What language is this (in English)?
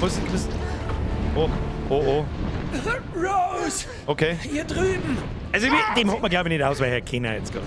Bavarian